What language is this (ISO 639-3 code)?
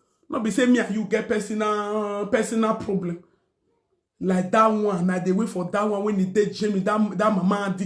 pcm